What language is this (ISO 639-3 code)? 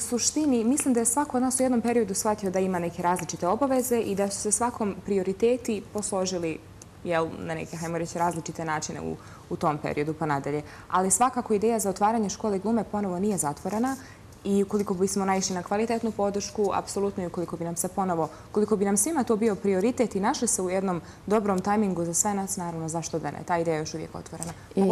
bos